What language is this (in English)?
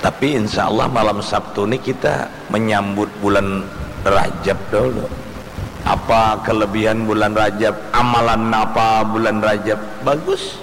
Banjar